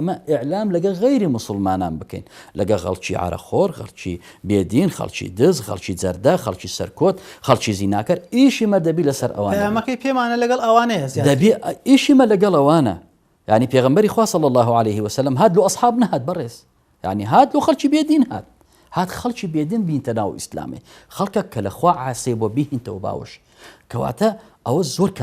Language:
Central Kurdish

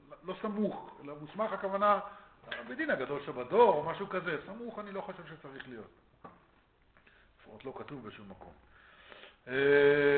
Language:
Hebrew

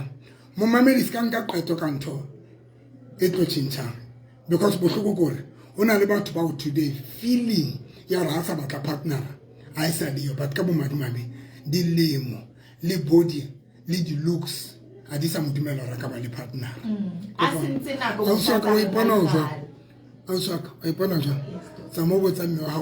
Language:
Southern Sotho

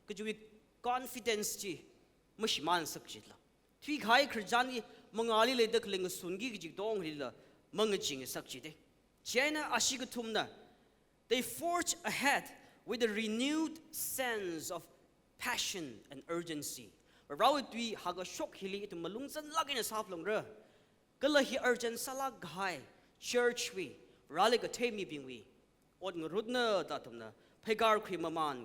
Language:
Tangkhul Naga (India)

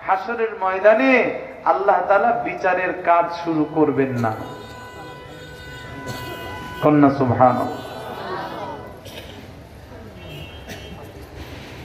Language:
Bangla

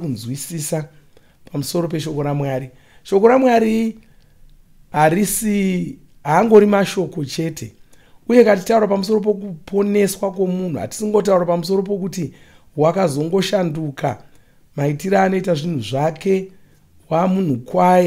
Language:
Shona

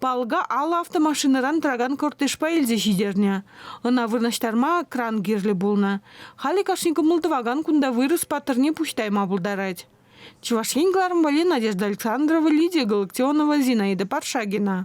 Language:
Chuvash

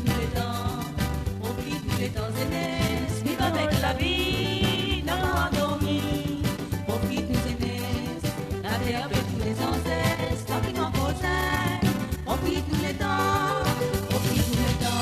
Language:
Morisyen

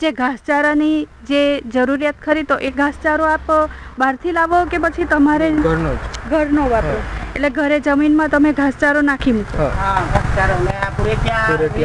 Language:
Gujarati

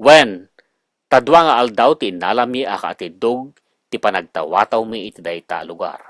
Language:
Iloko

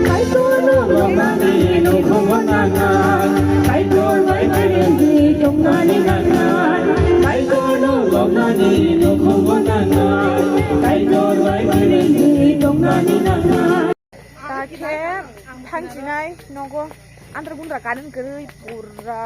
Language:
Kok Borok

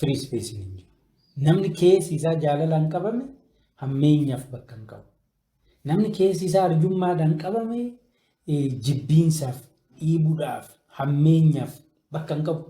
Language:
Oromo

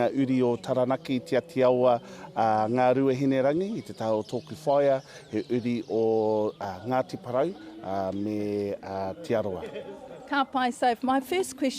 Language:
Māori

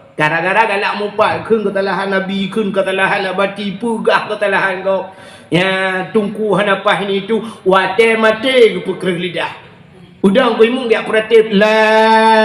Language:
Achinese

